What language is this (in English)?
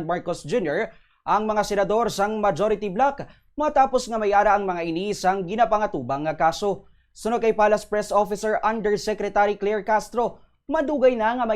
Hiligaynon